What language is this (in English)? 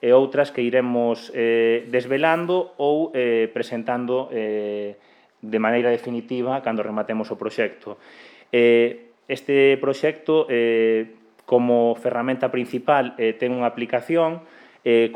Galician